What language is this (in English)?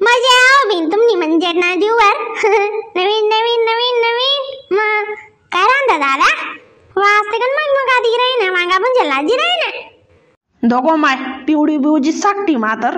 Khandesi